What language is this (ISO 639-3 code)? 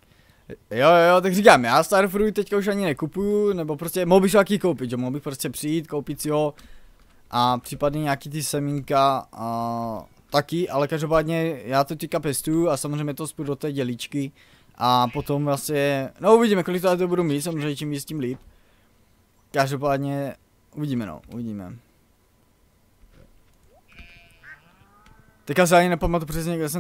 ces